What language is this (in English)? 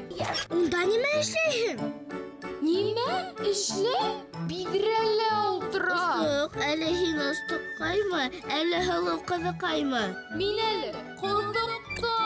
Bashkir